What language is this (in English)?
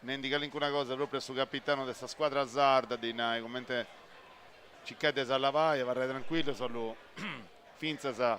Sardinian